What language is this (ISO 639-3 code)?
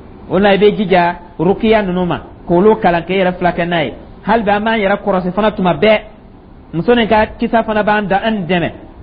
dyu